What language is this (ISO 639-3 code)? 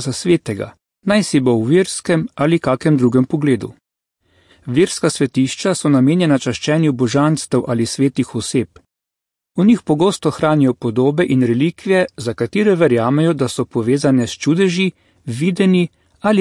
slv